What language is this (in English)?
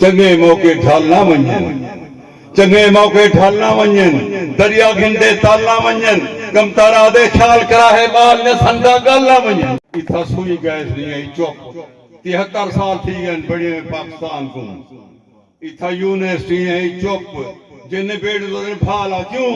Saraiki